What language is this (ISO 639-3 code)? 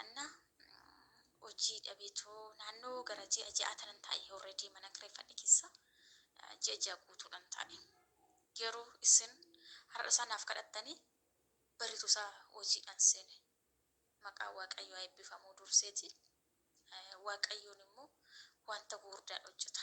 orm